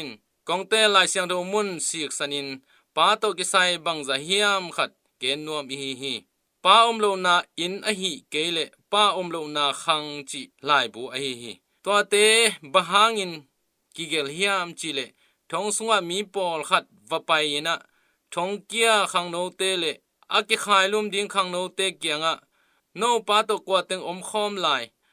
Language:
Tedim Chin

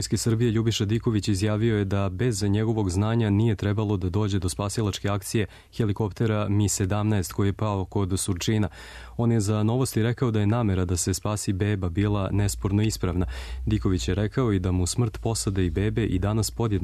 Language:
Serbian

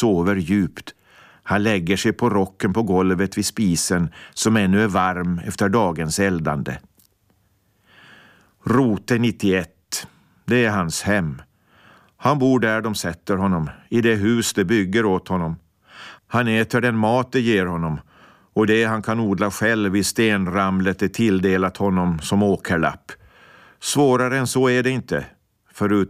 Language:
Swedish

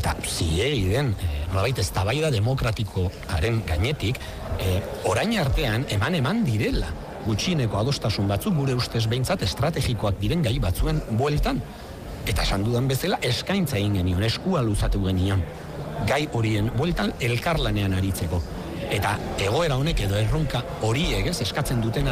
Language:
Basque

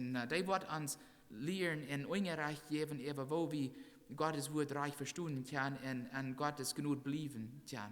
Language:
Plautdietsch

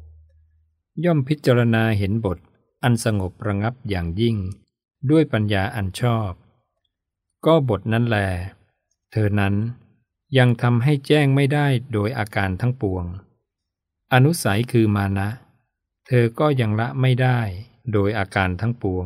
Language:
Thai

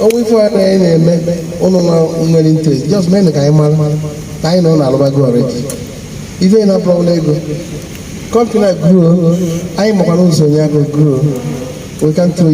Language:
Igbo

